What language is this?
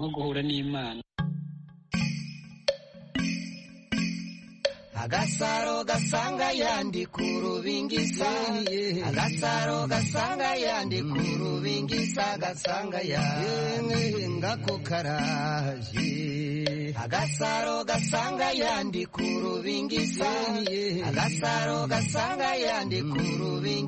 Kinyarwanda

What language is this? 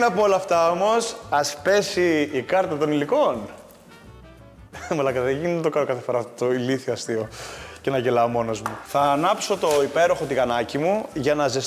Greek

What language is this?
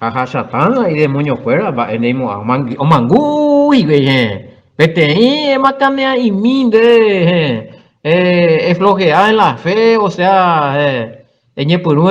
Guarani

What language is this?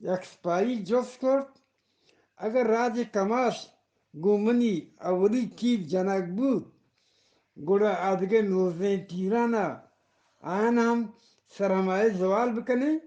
Eastern Balochi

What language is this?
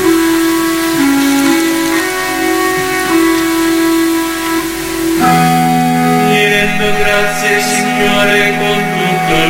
Italian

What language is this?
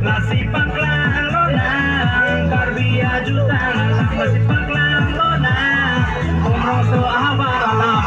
Karbi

